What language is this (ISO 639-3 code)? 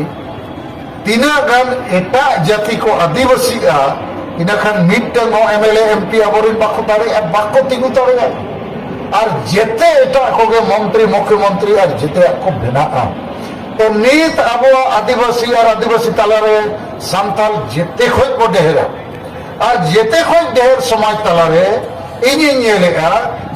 sat